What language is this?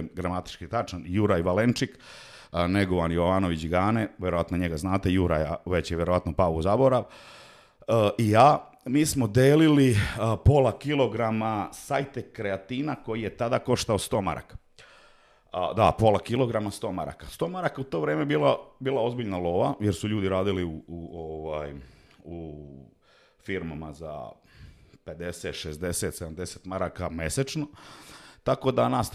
Serbian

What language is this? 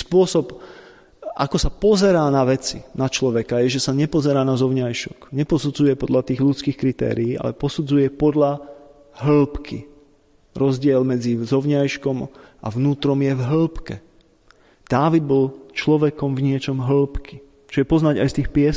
Slovak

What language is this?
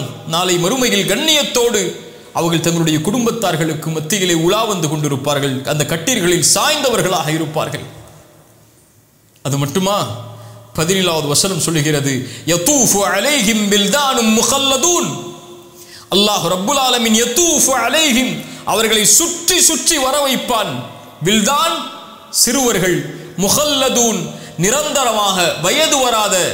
Tamil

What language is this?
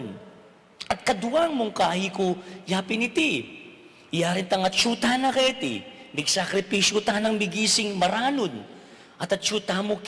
Pampanga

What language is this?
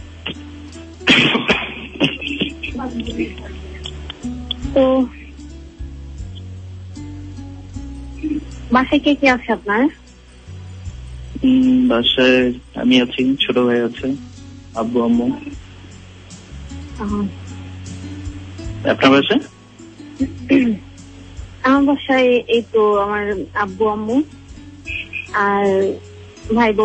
Bangla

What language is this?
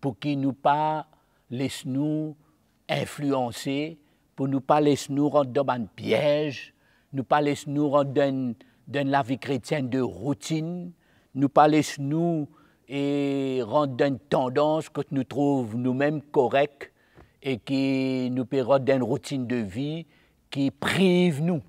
Morisyen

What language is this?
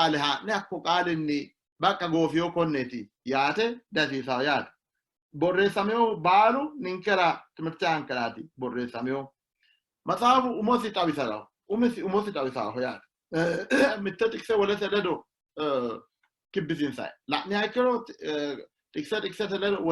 Sidamo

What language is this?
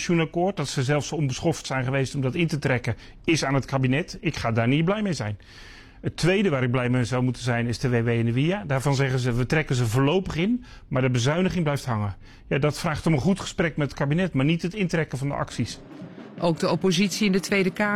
Dutch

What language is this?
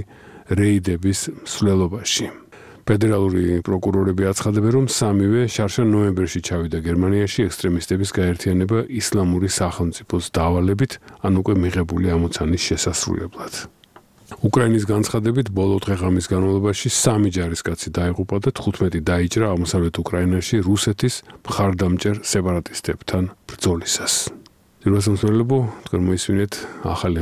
Georgian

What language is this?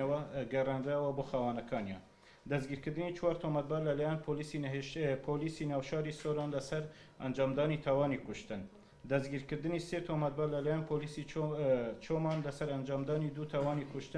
Central Kurdish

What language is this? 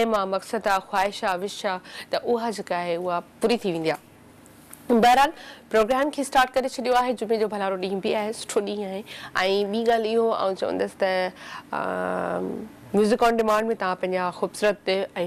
Sindhi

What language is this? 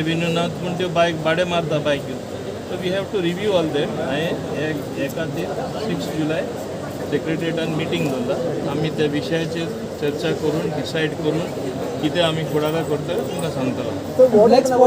Konkani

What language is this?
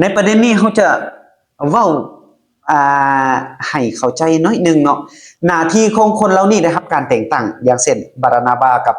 Lao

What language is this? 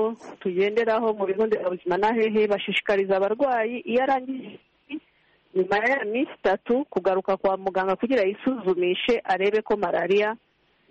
Kinyarwanda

